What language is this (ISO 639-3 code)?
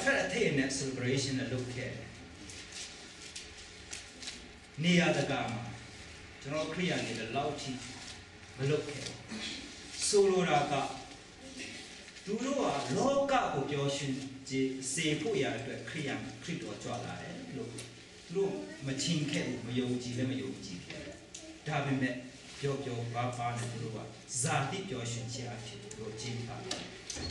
mya